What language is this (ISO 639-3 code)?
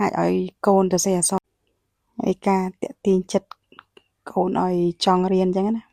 khm